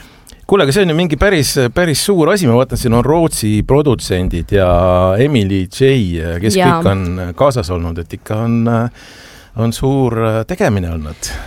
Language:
Estonian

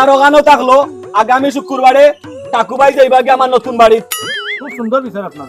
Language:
Sylheti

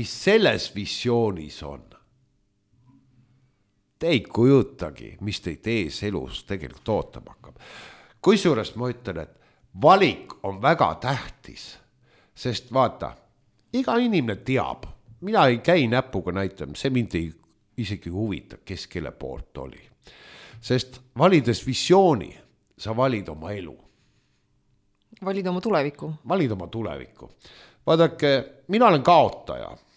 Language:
Estonian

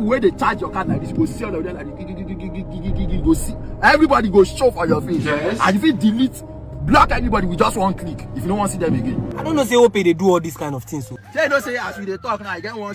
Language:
Nigerian Pidgin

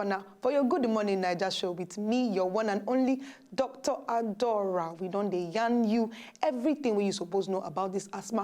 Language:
Nigerian Pidgin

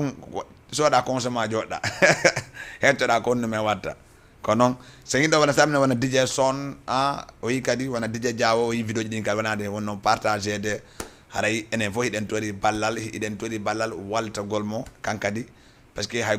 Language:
Fula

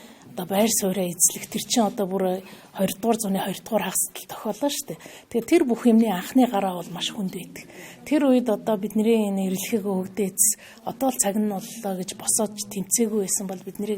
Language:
Mongolian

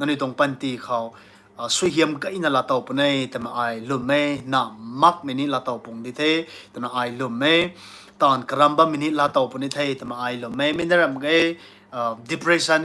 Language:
Rongmei Naga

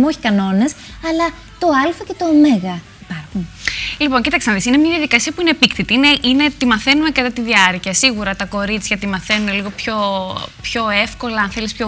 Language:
Greek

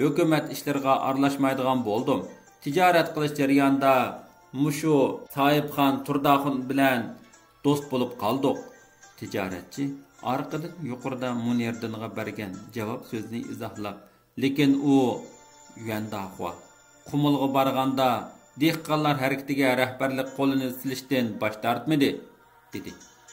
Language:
Uyghur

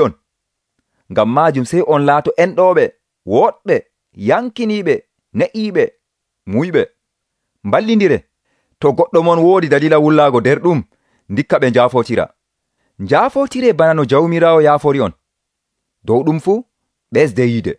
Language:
Nigerian Fulfulde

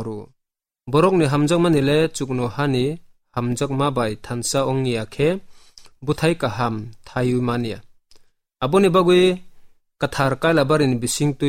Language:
Kok Borok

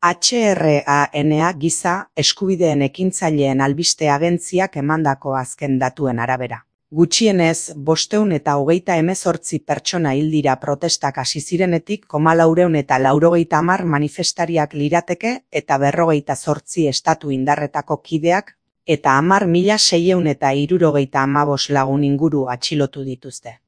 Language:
Basque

